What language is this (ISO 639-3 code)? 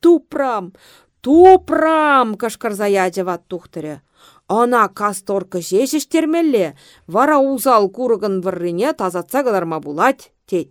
chv